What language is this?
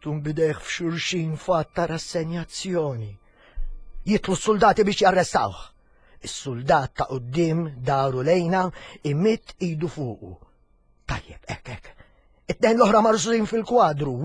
Maltese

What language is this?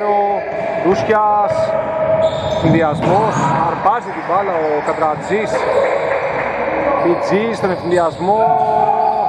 Greek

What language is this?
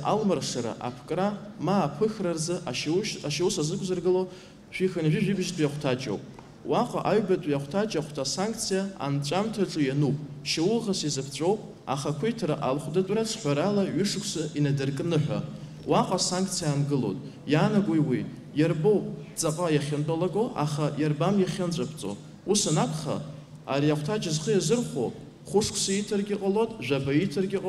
Abkhazian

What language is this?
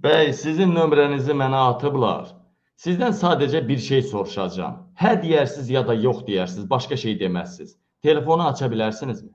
Azerbaijani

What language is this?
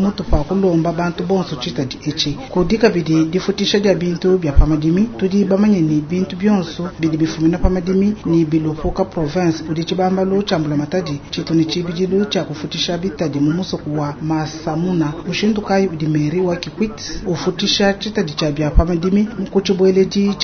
Luba-Lulua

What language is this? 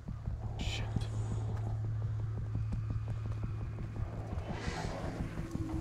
Polish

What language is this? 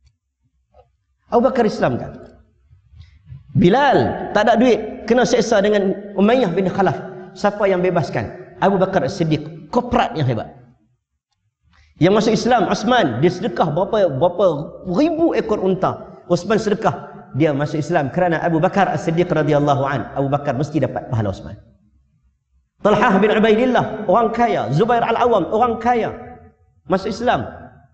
Malay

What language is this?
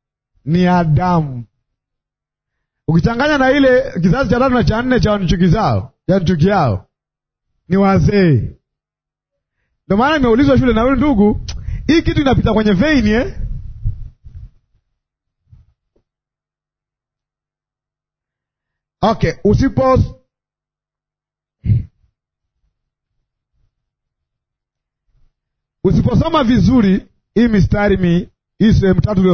Swahili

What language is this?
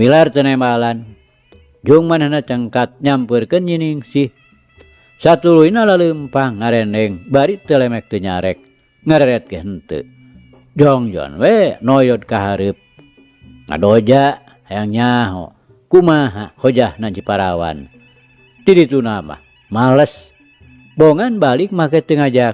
Sundanese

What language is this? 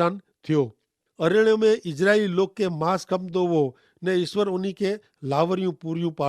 Kachhi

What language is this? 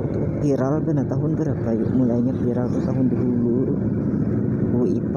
Banjar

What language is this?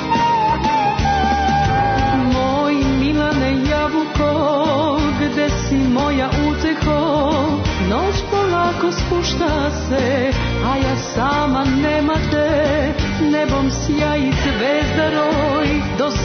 Serbian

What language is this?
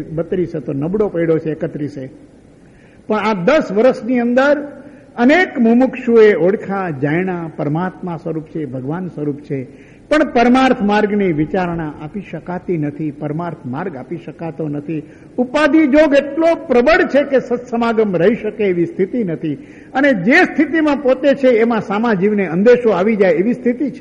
Gujarati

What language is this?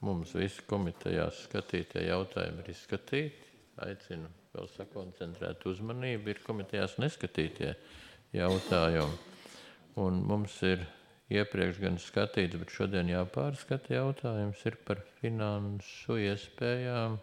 Latvian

